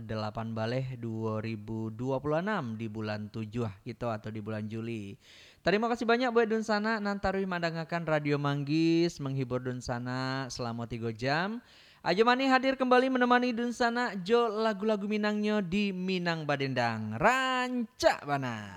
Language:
Minangkabau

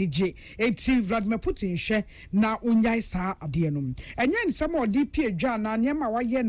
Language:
Akan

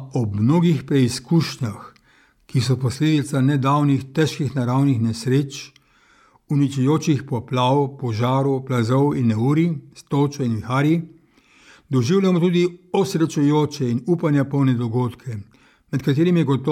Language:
Slovenian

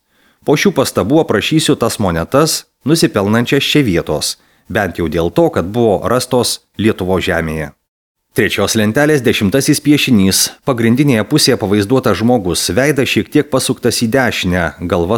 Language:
Lithuanian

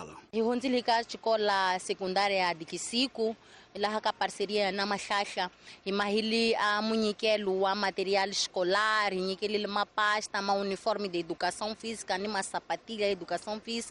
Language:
Tsonga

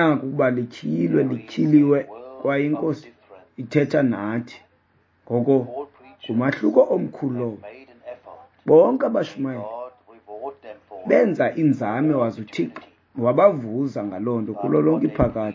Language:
Xhosa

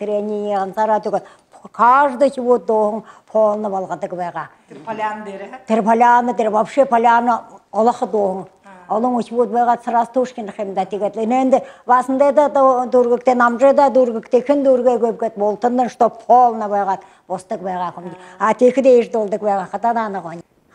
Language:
Buriat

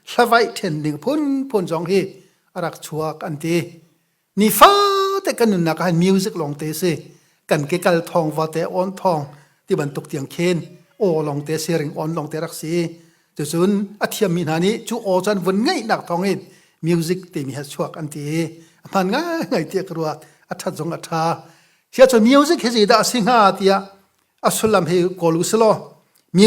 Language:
Hakha Chin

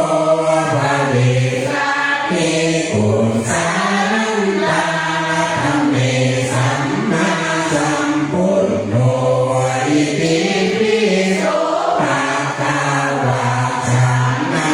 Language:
Pali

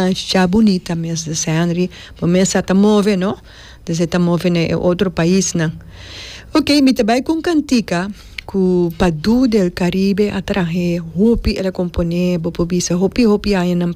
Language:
Papiamento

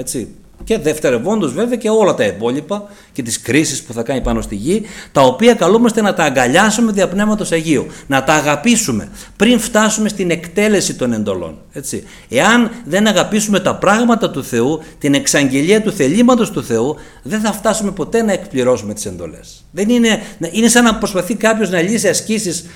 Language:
Greek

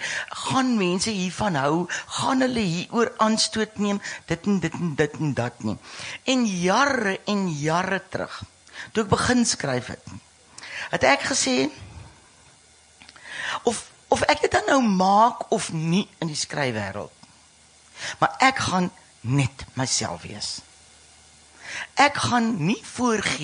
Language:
Afrikaans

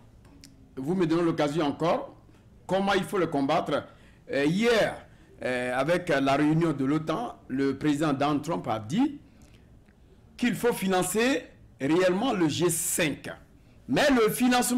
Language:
French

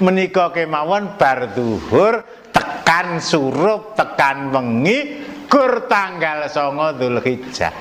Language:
Javanese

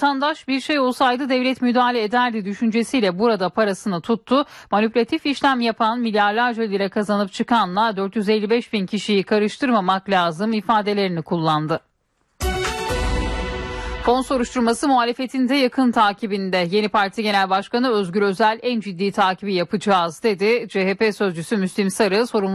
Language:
Turkish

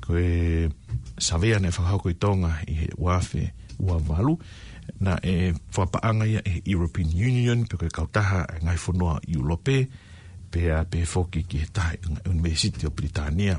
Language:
Tongan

